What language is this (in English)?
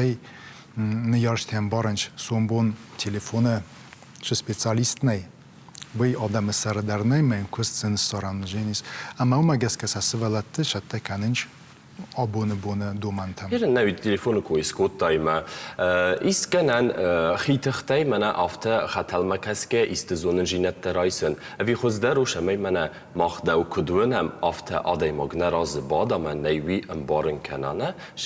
Ossetic